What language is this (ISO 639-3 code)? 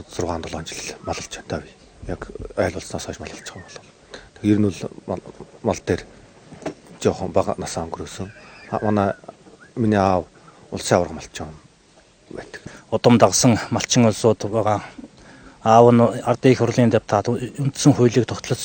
mon